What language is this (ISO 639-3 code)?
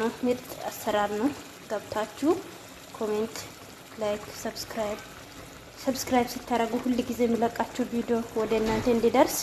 amh